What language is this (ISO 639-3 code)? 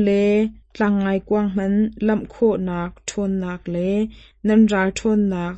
cnh